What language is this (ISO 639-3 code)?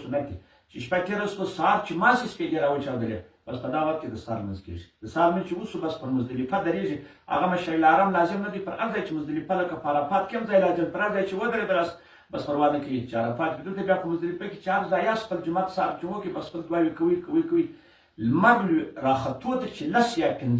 pus